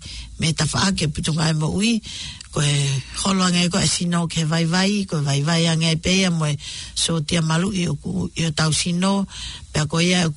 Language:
Tongan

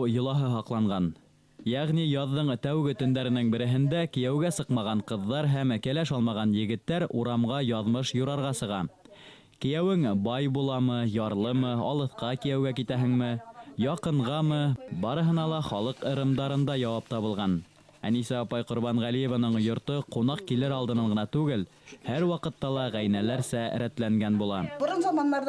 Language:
Bashkir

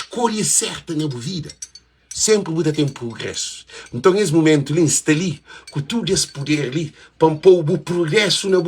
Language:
Kabuverdianu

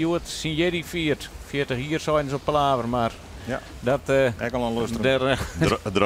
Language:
Western Frisian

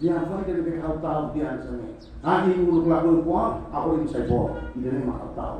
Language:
Tetum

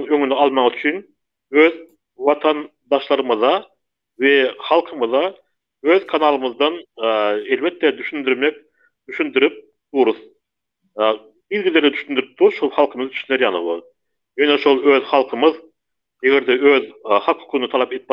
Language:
Turkmen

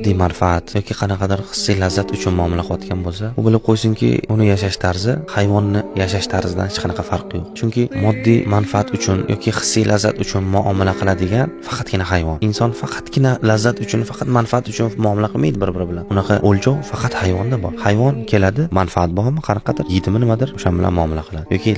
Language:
Uzbek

